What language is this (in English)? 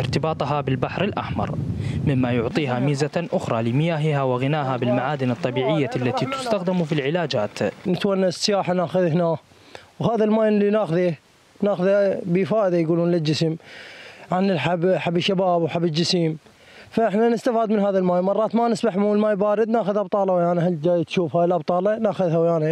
Mesopotamian Arabic